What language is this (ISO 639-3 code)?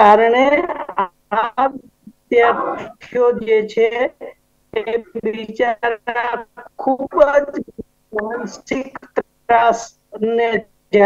guj